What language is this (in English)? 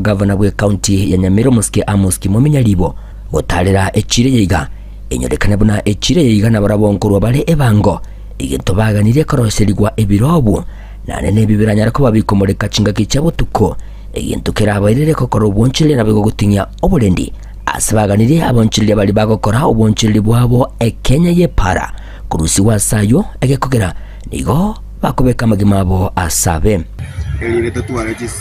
Gusii